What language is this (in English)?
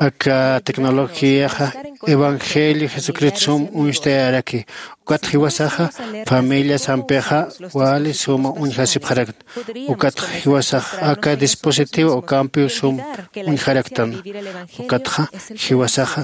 Aymara